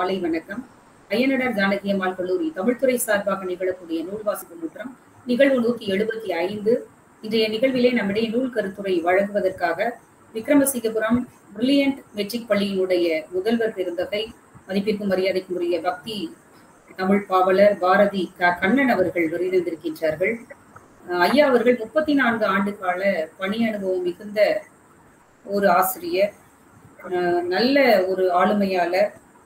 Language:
Tamil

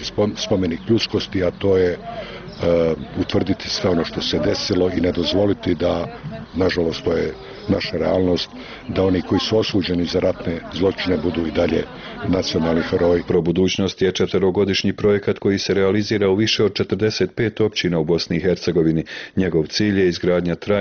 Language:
Bosnian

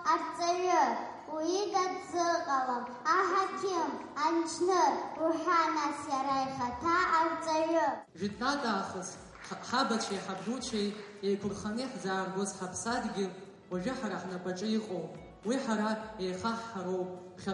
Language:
Abkhazian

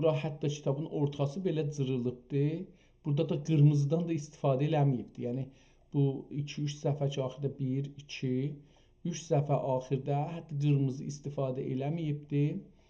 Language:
South Azerbaijani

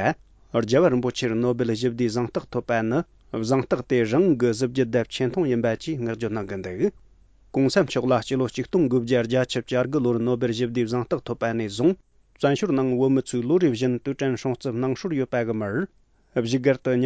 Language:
Tibetan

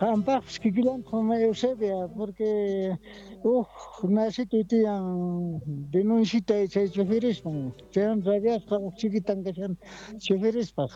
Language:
South Bolivian Quechua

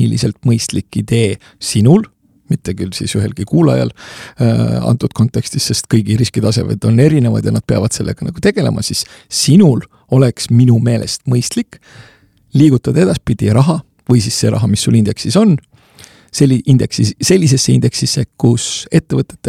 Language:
Estonian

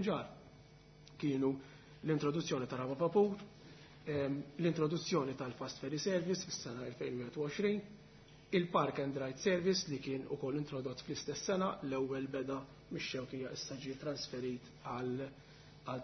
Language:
Maltese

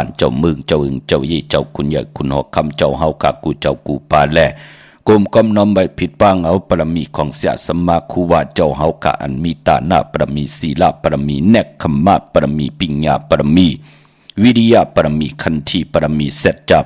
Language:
Shan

